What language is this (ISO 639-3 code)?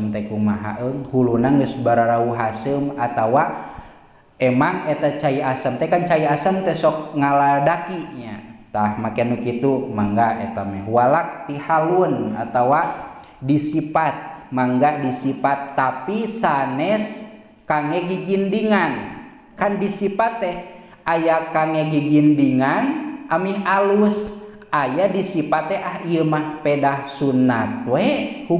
sun